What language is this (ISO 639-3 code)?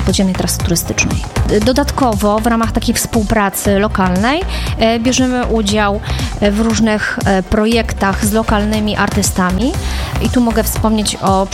pol